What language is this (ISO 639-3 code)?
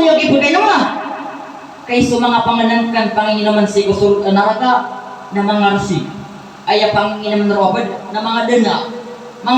mrw